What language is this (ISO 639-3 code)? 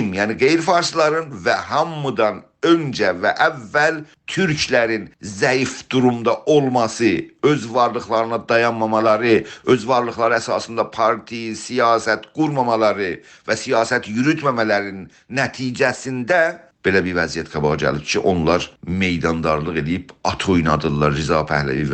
azb